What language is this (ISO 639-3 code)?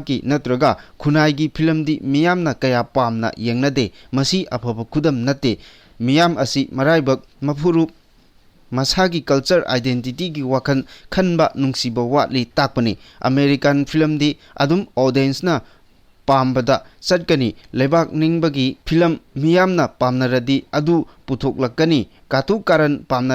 mni